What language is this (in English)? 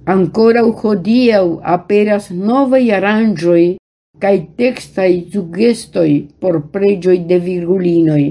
Esperanto